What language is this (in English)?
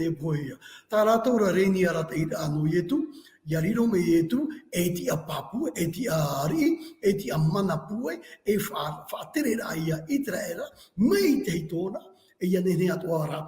Tahitian